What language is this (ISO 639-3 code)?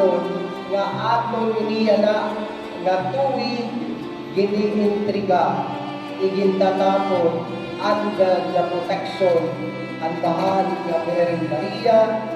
war